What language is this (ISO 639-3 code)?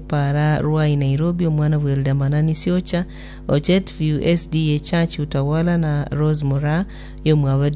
guz